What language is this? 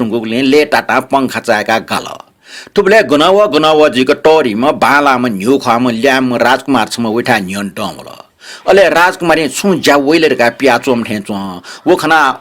Newari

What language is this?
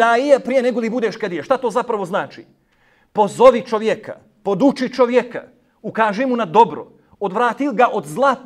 Bosnian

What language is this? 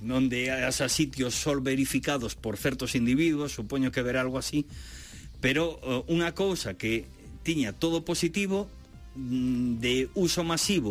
Galician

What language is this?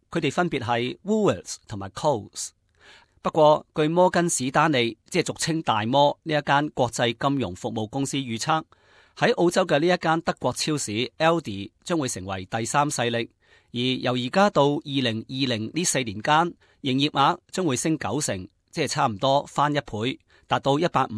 Cantonese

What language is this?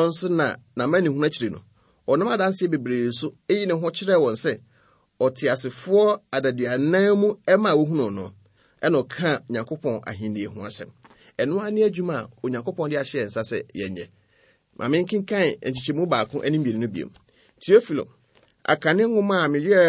Akan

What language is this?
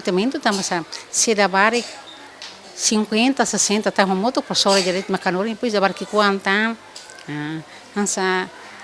Tetum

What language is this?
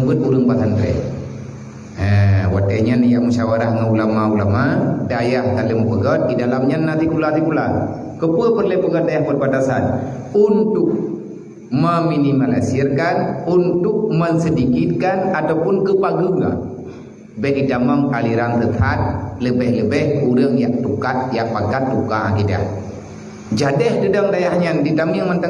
Achinese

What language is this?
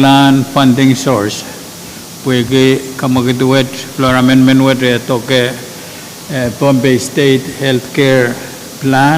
Pohnpeian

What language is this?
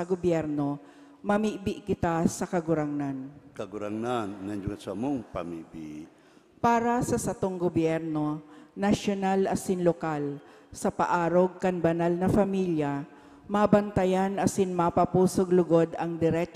Bikol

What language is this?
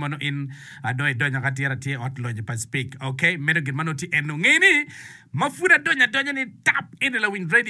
Acoli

